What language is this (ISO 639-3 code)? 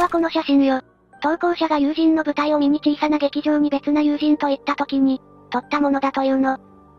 jpn